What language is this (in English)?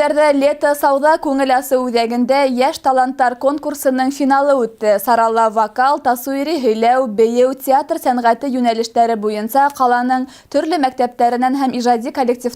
Bashkir